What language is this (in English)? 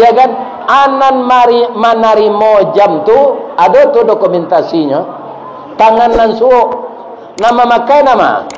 Minangkabau